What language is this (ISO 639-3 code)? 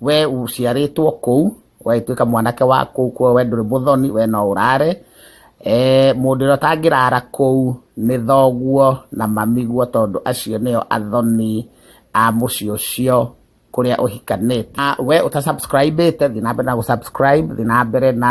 kik